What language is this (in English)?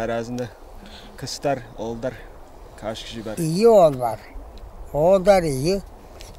Tuvinian